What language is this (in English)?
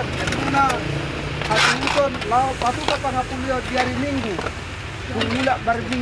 Batak Toba